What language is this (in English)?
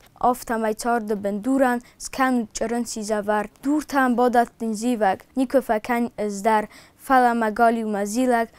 Ossetic